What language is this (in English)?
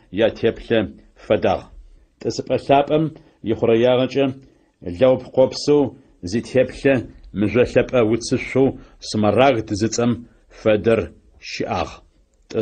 Adyghe